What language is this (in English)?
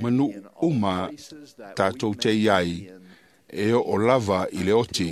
Samoan